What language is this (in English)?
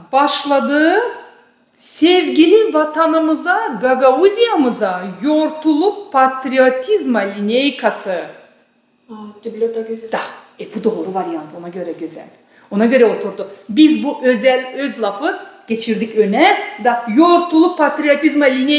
Gagauz